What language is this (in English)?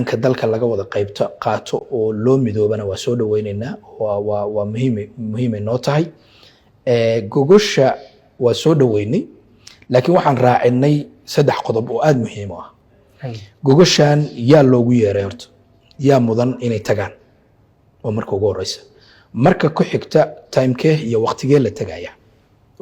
Somali